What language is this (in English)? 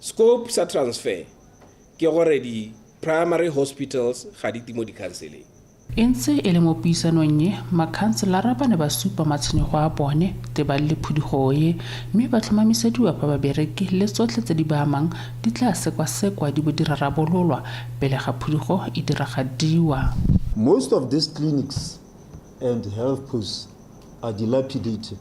Tswana